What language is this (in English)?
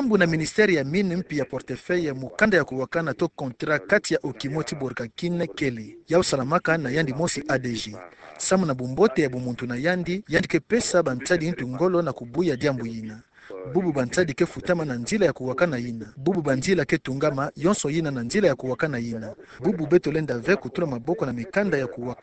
Kituba (Democratic Republic of Congo)